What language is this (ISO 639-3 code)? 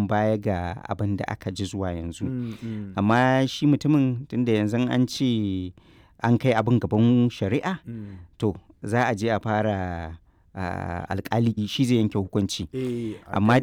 hau